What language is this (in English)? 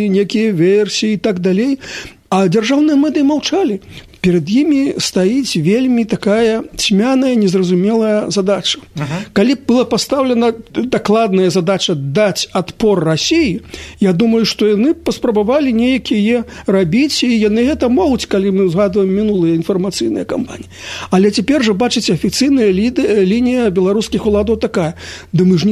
Belarusian